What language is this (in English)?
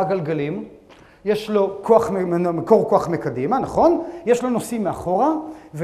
Hebrew